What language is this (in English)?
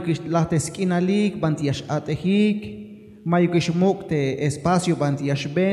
Tzeltal